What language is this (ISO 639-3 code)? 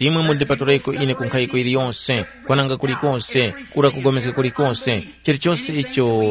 tum